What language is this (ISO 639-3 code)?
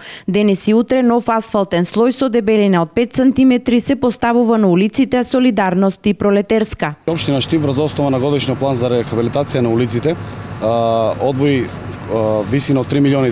mkd